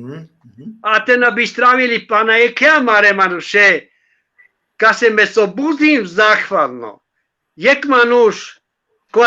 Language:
Balkan Romani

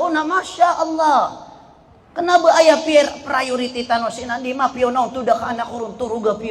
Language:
Maranao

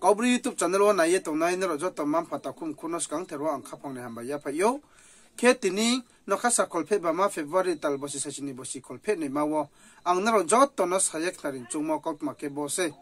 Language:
Riang (India)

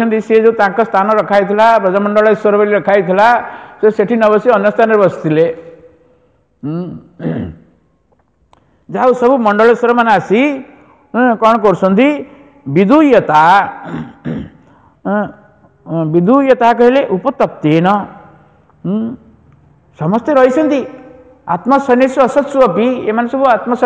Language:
Odia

